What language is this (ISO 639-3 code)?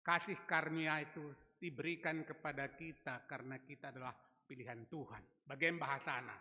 btx